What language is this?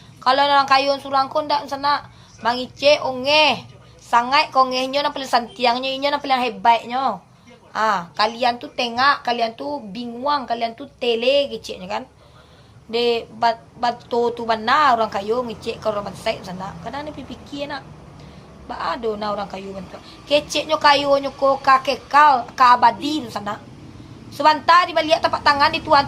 Minangkabau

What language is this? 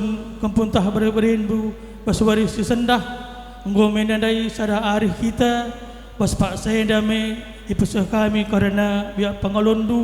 Batak Karo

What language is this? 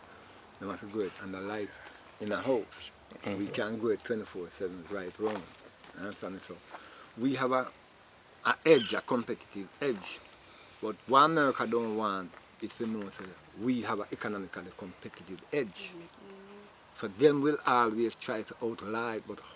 Jamaican Creole English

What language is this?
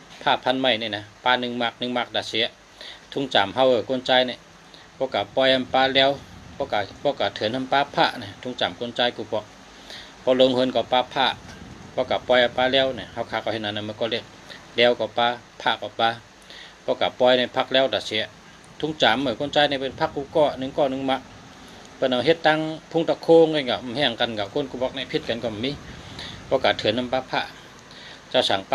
Shan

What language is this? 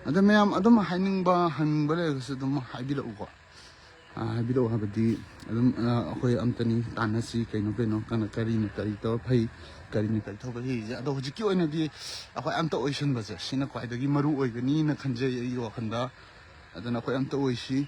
Manipuri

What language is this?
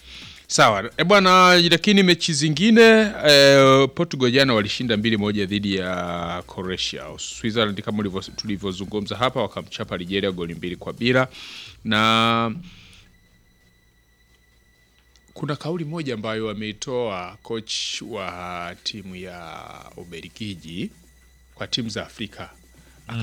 Swahili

